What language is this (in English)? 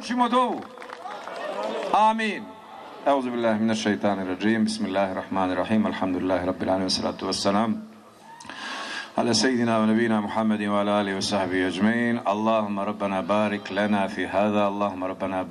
Bosnian